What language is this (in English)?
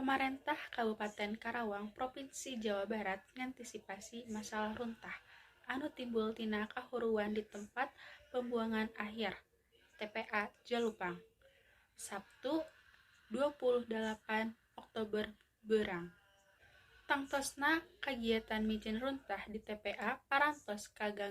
Sundanese